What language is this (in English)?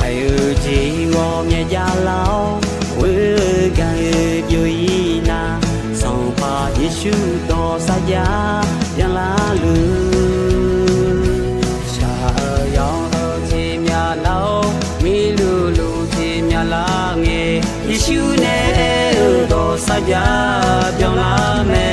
Akha